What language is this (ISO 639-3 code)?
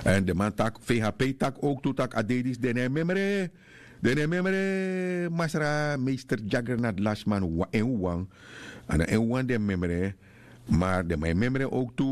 srn